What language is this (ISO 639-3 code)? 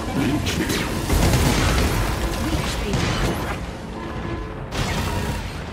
eng